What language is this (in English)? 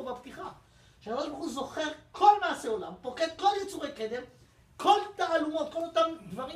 Hebrew